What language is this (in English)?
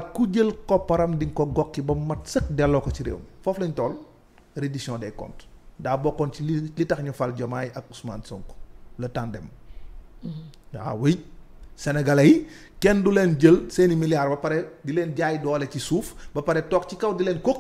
Wolof